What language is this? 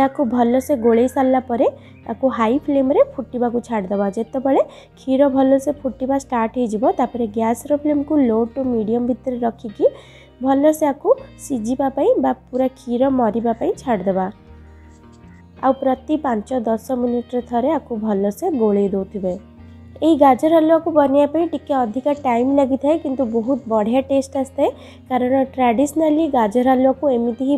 Odia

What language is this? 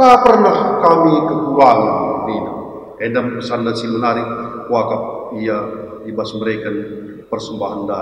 Batak Karo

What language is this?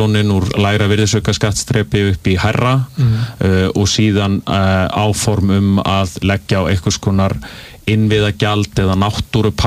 Icelandic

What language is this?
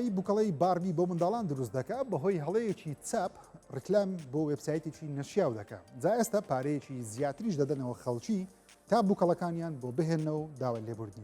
Central Kurdish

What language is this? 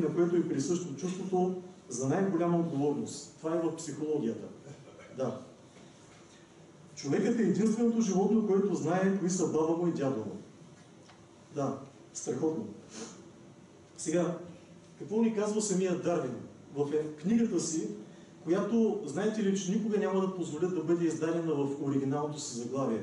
Bulgarian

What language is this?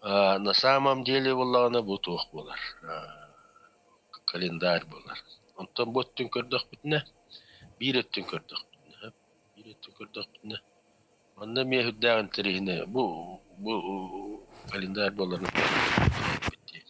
Yakut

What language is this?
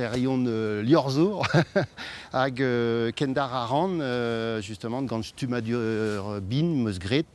Breton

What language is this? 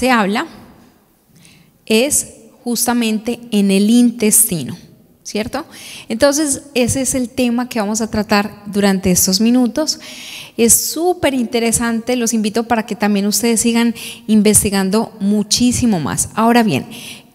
Spanish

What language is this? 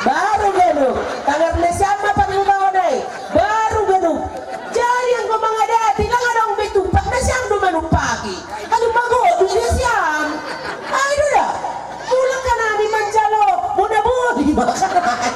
Batak Simalungun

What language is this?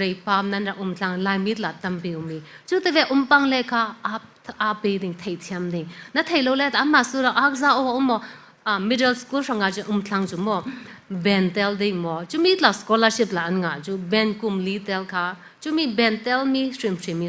Falam Chin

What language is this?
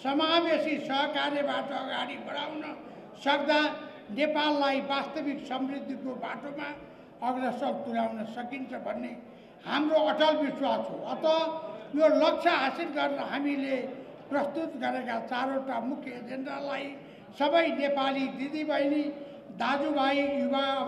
Nepali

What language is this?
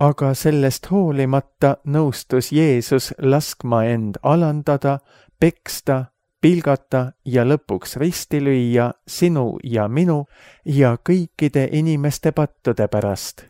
Estonian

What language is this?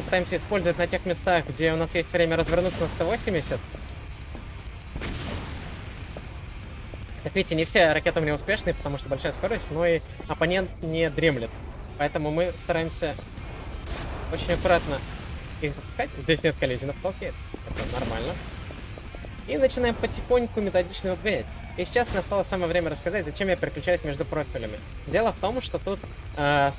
Russian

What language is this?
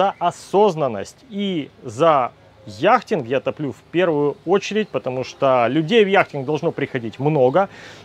Russian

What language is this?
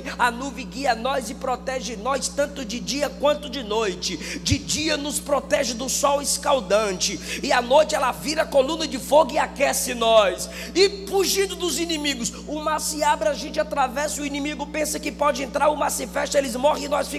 Portuguese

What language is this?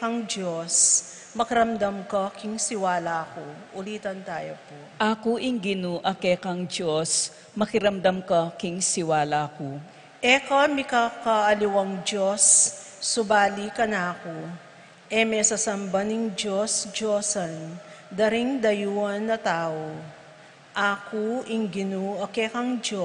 Pampanga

